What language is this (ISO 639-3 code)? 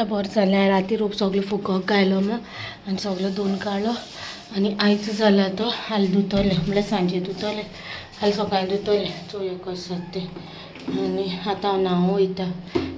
kok